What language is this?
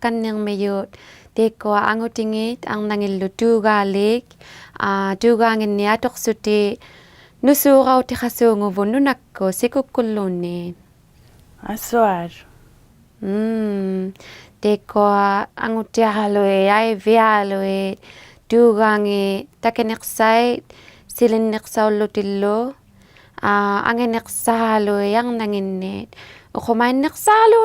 Inuktitut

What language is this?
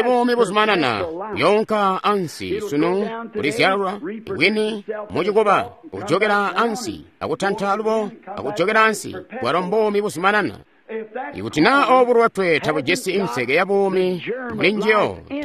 Tonga (Zambia)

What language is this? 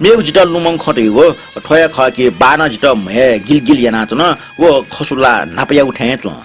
Newari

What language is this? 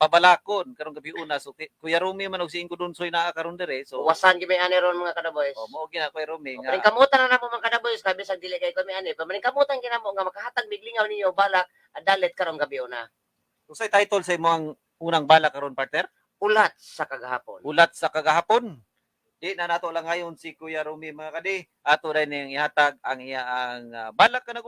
Cebuano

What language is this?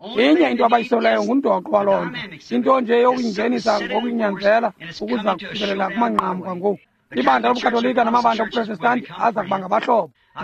Xhosa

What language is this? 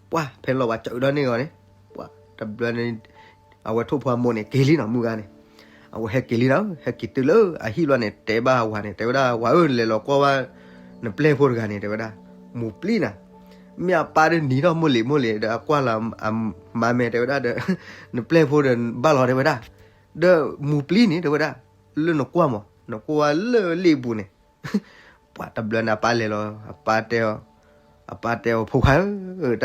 S'gaw Karen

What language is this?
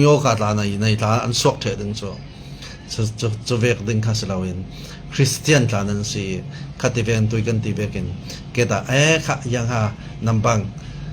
Falam Chin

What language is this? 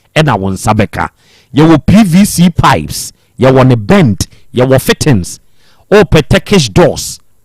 Akan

